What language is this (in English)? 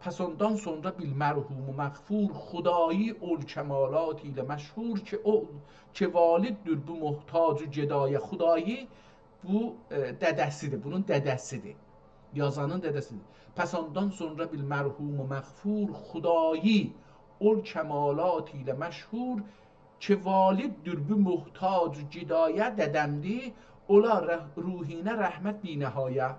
South Azerbaijani